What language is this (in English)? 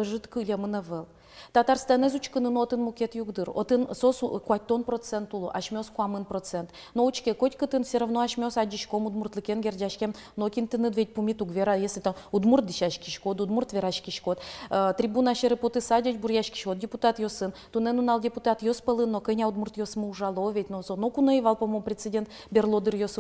Udmurt